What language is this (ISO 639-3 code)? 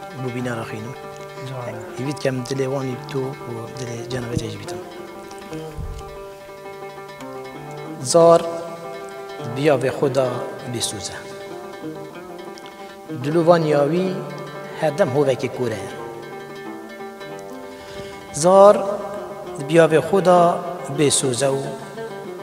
kur